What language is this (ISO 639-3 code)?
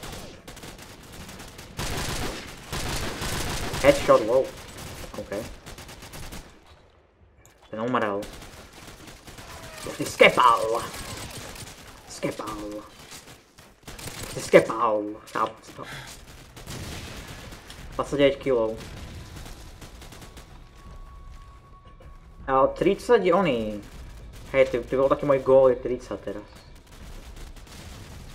slk